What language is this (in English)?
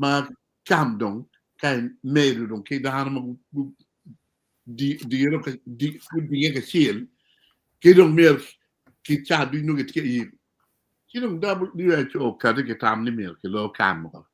Acoli